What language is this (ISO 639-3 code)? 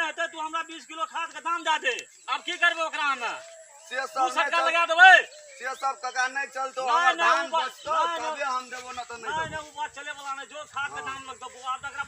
mai